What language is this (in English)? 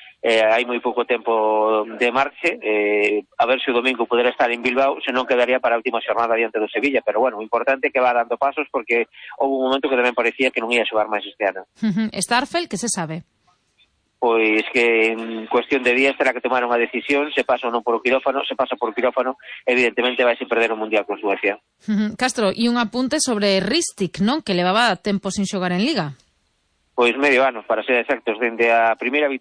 Galician